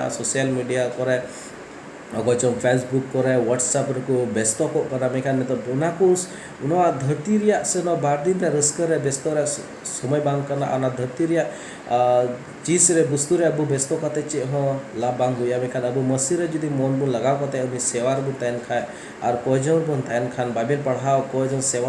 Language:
Santali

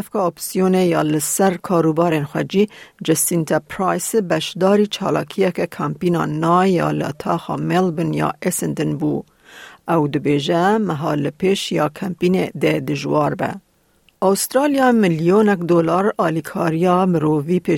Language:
Kurdish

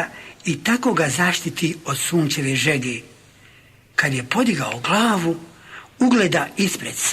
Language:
Bosnian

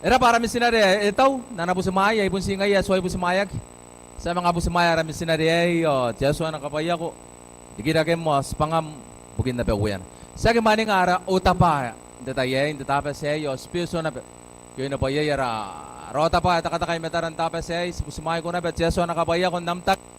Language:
Gilbertese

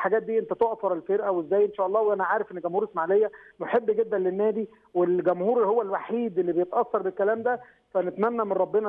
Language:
Egyptian Arabic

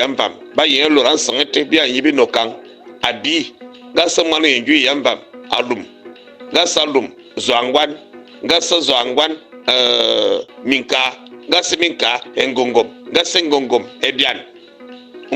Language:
Fang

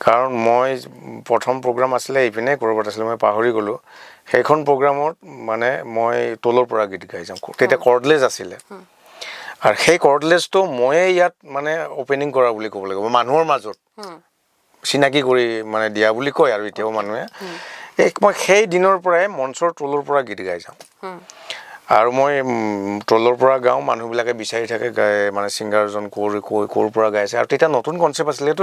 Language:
Assamese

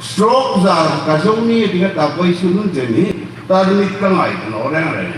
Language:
Hmar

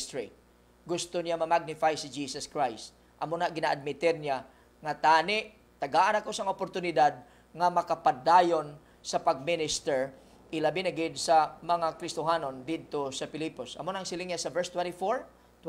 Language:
Hiligaynon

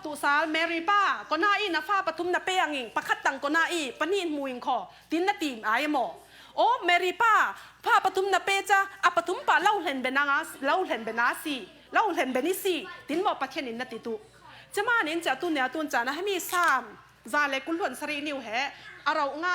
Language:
Falam Chin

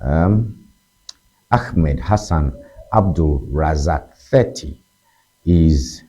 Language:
Ewe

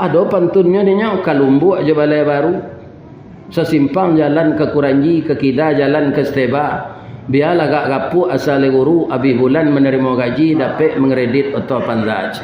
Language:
Minangkabau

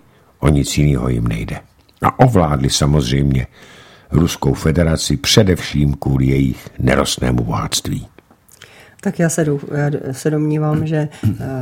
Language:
Czech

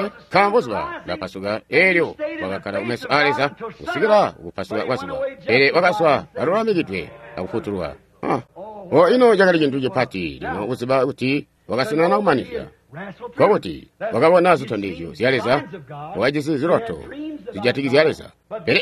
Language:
Tonga (Zambia)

